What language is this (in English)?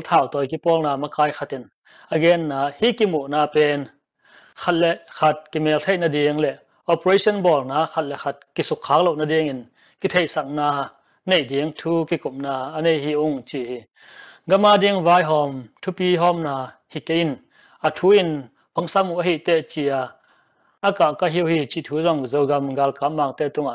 Tedim Chin